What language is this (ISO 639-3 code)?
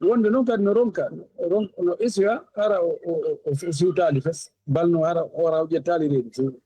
ful